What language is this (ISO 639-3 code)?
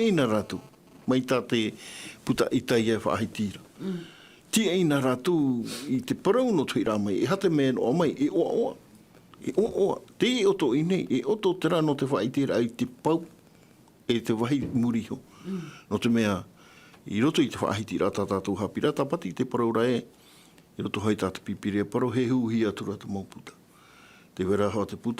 tah